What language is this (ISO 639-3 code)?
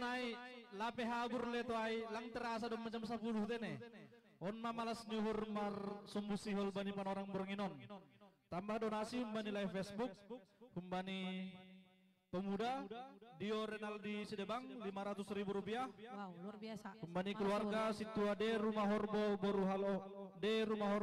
bts